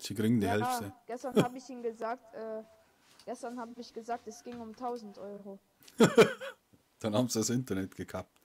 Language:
Bavarian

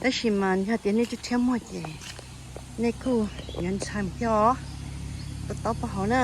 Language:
Hmong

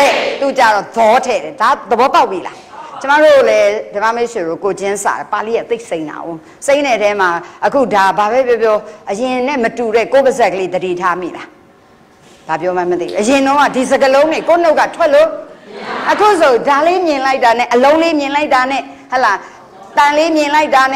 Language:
Burmese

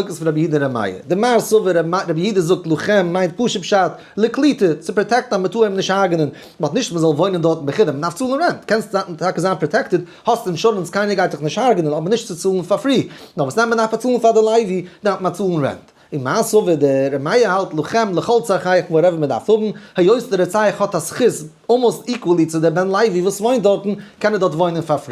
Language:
Yiddish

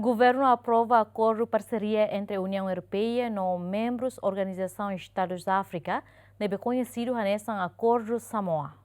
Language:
Tetum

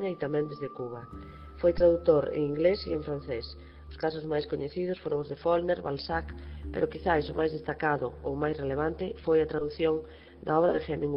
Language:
Galician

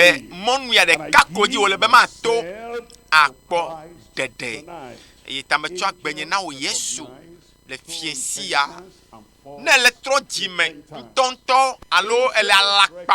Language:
Ewe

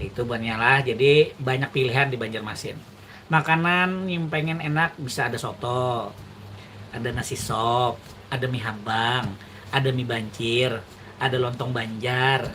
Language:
Banjar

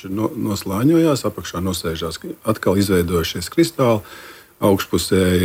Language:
Latvian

